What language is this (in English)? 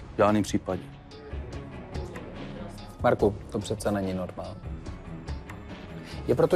Czech